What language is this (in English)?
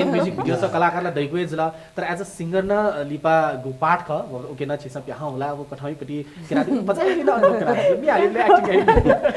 Newari